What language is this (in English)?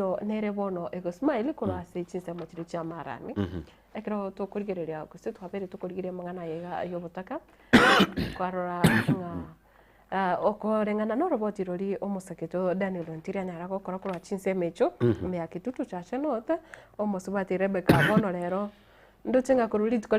Gusii